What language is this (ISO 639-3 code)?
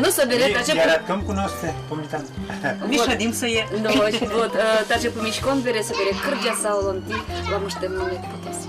udm